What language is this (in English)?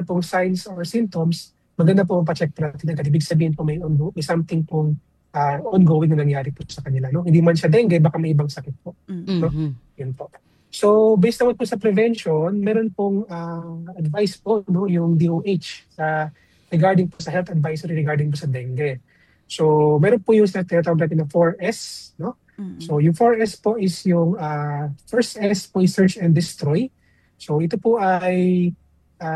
Filipino